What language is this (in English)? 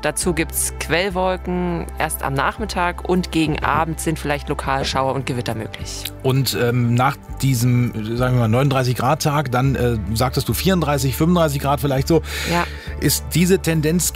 German